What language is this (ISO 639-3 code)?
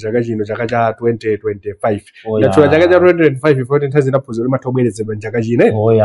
nya